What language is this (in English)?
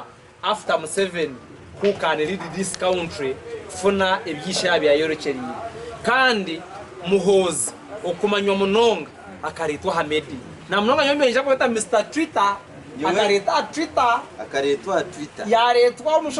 Nyankole